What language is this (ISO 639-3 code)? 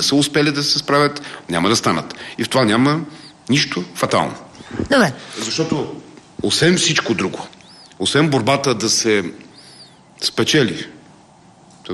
bul